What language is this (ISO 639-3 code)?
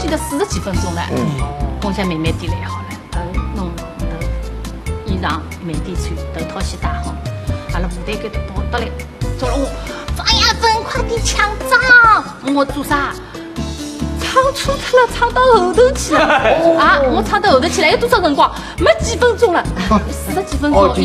wuu